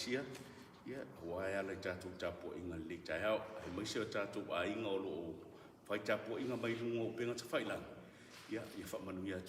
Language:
Samoan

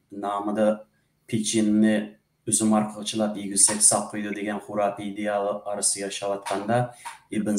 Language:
Uyghur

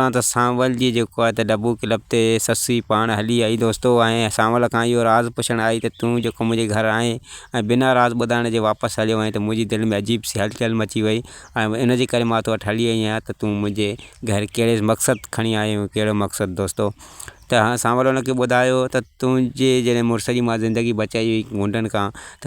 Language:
Sindhi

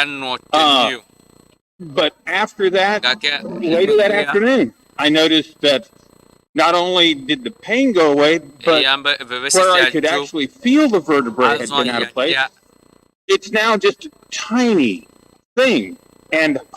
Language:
Ewe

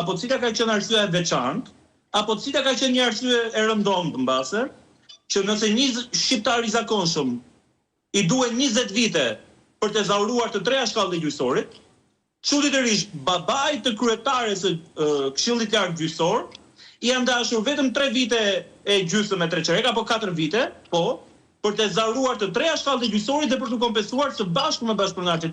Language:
Albanian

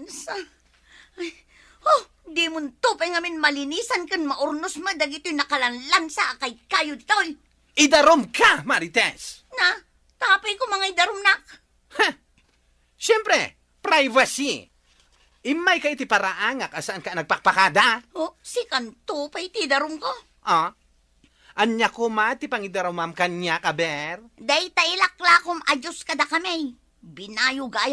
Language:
Iloko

